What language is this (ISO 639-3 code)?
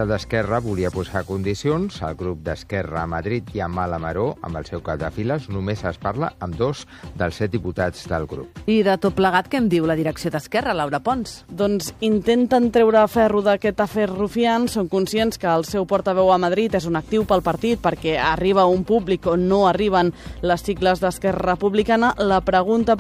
cat